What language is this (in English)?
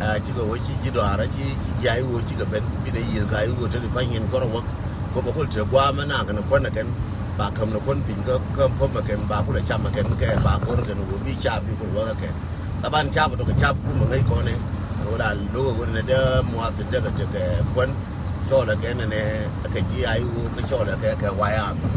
Nuer